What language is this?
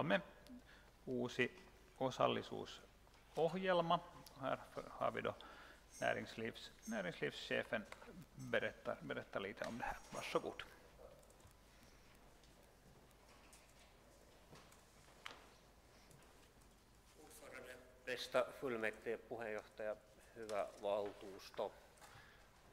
Swedish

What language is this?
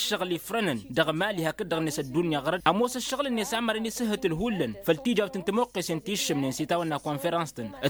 Tamasheq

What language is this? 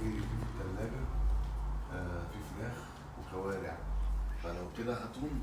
Egyptian Arabic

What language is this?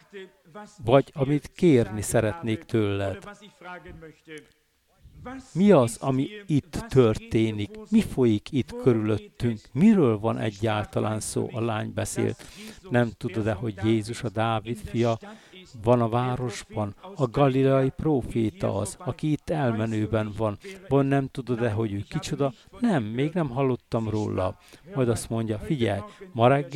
Hungarian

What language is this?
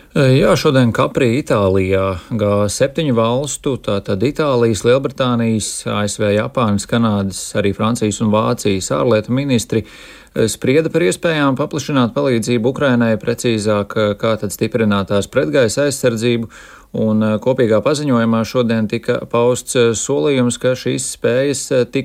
Latvian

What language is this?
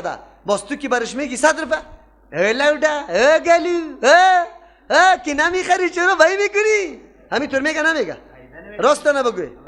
Persian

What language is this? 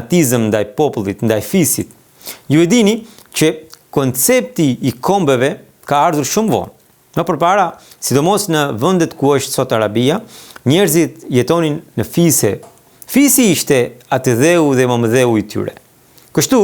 Albanian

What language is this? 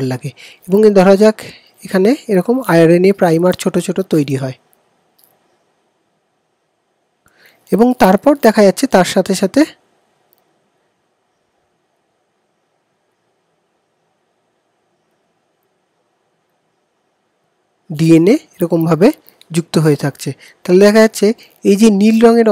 Bangla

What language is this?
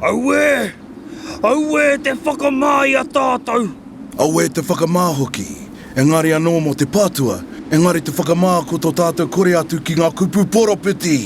Māori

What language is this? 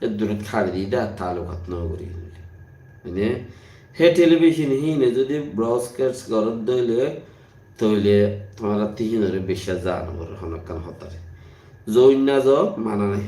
Rohingya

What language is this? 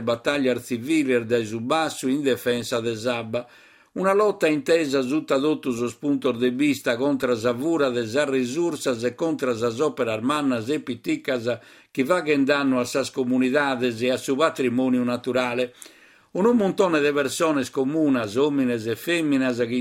Sardinian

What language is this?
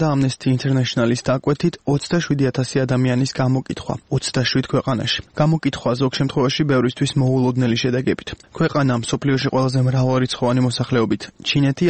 Georgian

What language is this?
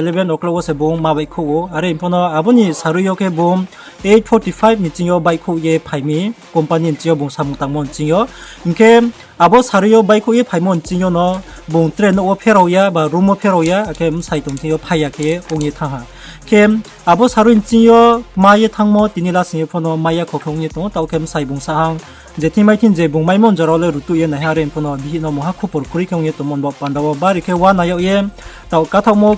Riang (India)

